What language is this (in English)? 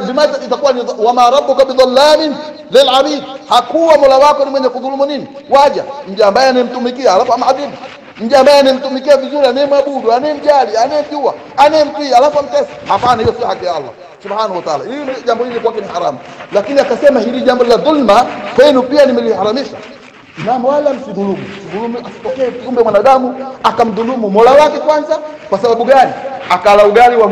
Swahili